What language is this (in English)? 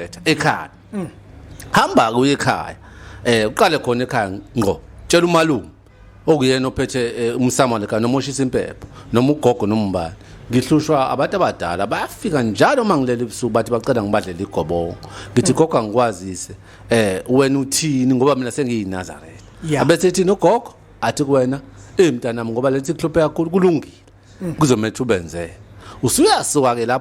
Zulu